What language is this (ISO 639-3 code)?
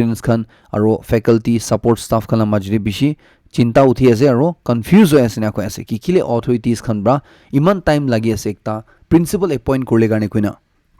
nag